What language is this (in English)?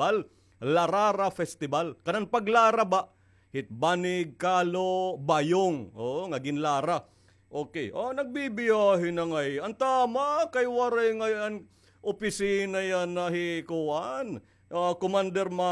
Waray